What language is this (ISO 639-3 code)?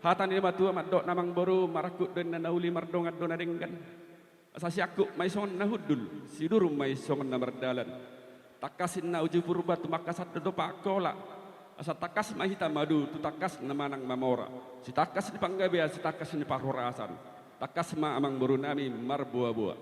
bbc